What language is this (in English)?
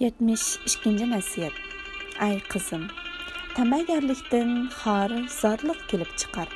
Uyghur